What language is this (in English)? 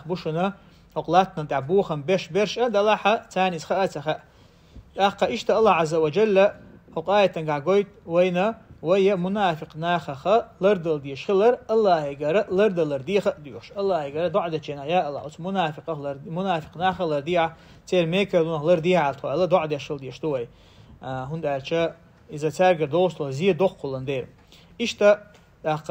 Chechen